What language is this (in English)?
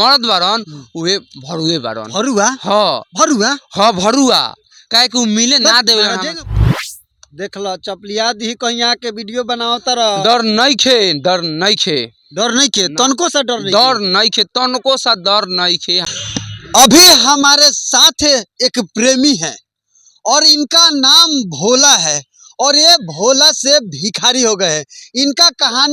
Bhojpuri